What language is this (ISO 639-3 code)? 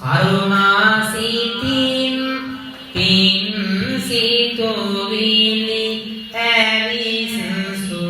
sin